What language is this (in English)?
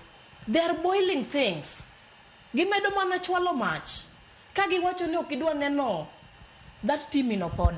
Luo (Kenya and Tanzania)